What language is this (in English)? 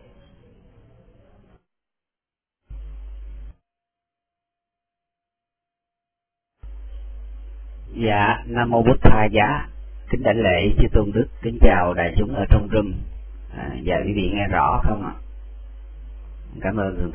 Vietnamese